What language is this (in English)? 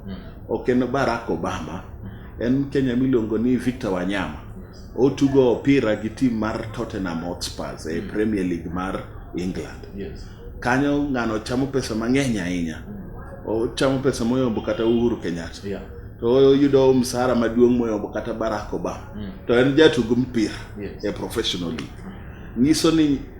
Luo (Kenya and Tanzania)